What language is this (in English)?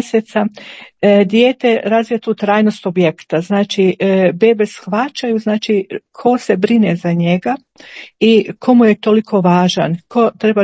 Croatian